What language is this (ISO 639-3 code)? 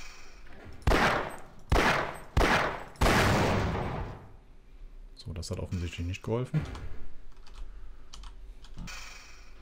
deu